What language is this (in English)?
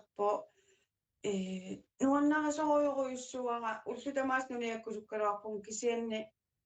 Kalaallisut